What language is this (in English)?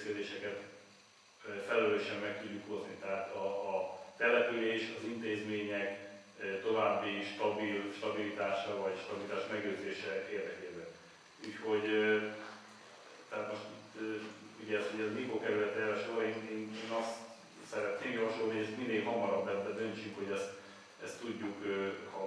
Hungarian